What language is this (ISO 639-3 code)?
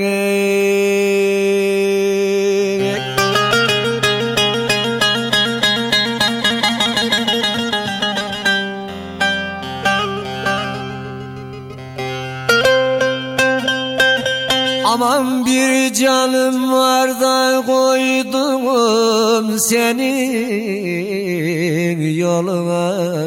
tur